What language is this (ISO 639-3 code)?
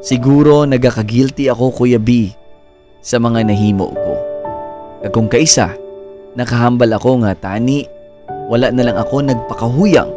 hil